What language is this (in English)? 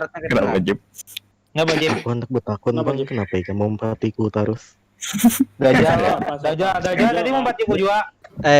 Banjar